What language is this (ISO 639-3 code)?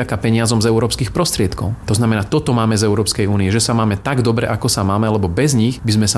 slk